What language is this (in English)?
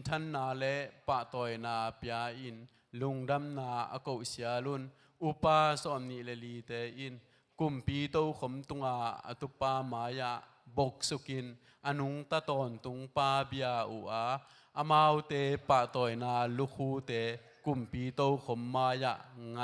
Tedim Chin